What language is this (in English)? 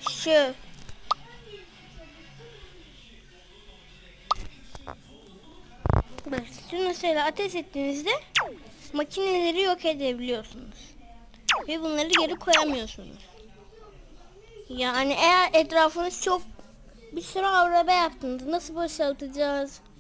Turkish